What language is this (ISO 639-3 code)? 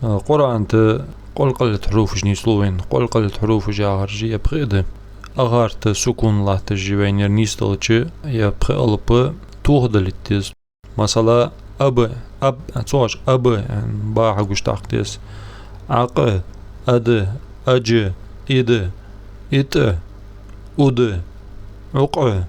inh